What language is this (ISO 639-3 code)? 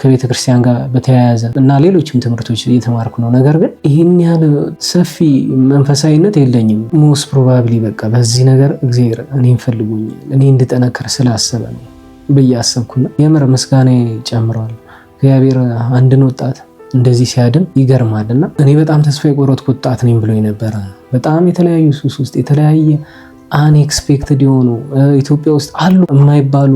amh